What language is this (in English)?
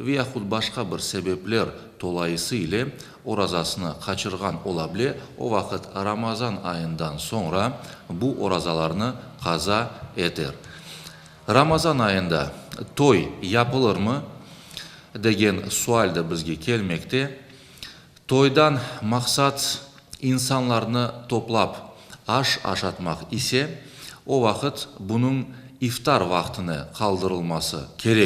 Crimean Tatar